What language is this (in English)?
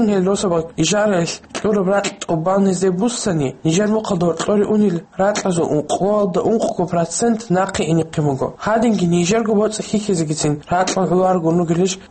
Avaric